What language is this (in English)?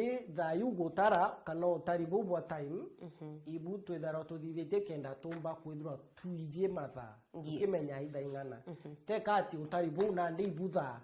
Meru